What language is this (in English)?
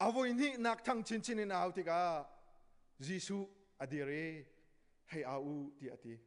Hakha Chin